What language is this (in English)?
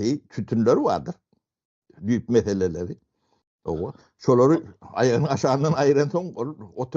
Turkmen